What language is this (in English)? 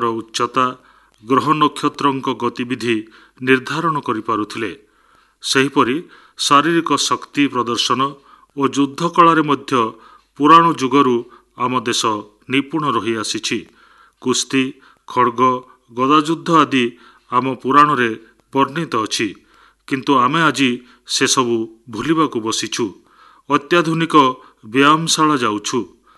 Odia